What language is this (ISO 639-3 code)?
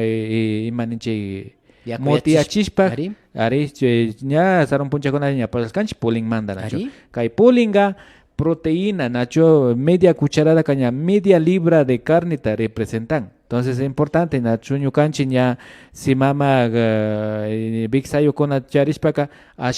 qvi